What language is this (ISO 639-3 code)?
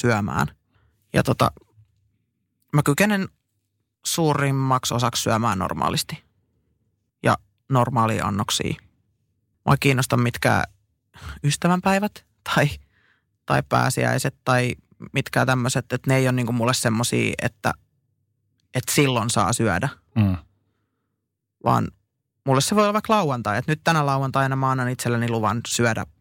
fin